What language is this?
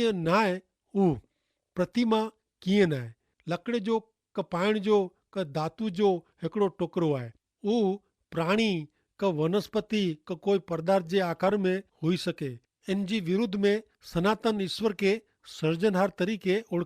Kachhi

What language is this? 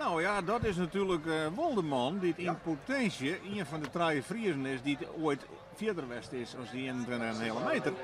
Western Frisian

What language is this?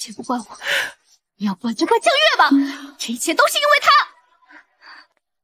Chinese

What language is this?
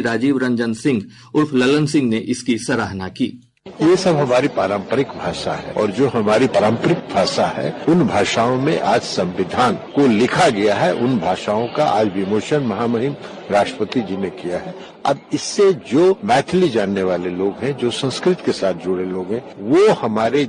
Hindi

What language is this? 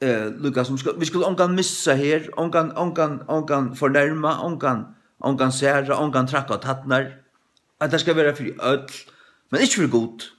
Faroese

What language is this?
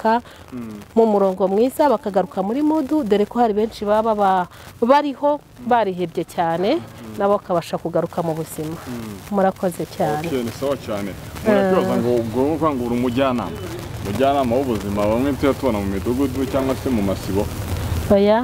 Kinyarwanda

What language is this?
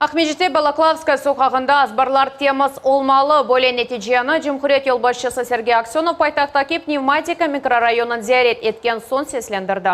Crimean Tatar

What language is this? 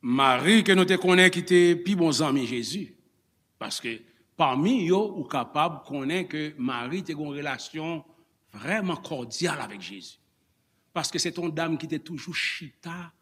Haitian Creole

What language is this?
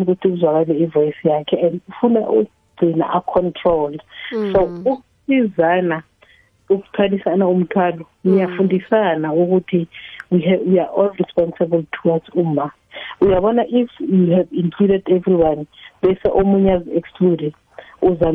South Ndebele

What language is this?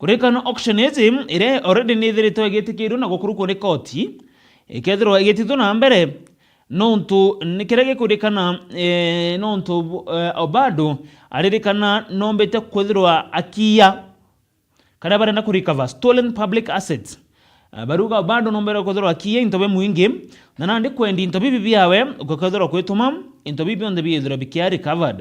Meru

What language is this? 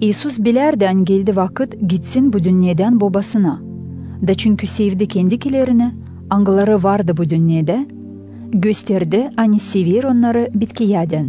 Gagauz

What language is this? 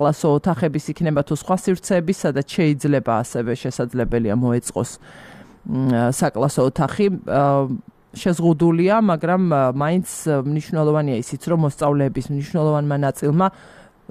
Georgian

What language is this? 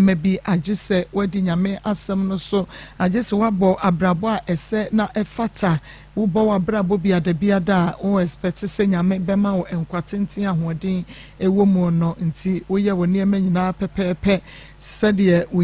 Akan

